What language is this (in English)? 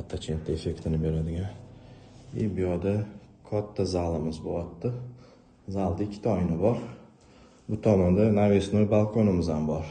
Uzbek